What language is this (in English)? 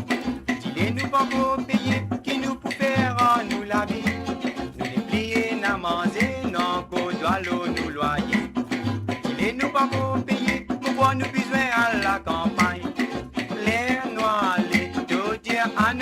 Morisyen